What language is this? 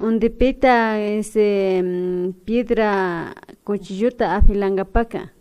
Media Lengua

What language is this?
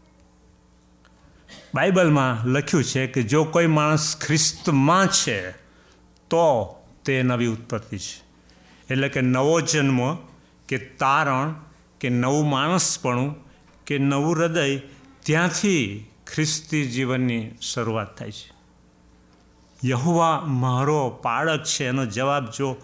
Gujarati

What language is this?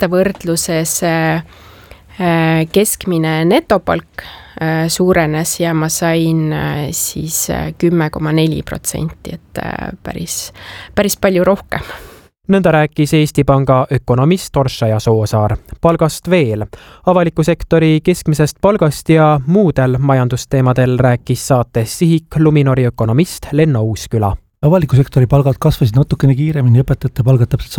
Estonian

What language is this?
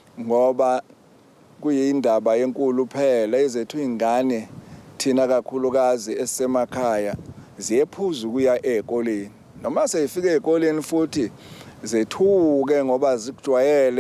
Zulu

